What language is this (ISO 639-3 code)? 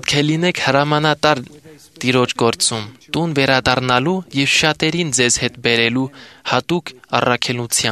hye